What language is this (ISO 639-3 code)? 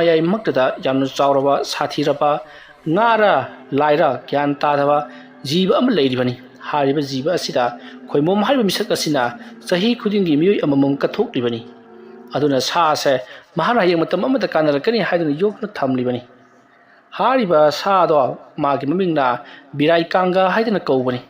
mni